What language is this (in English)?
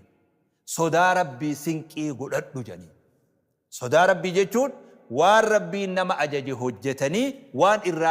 Oromo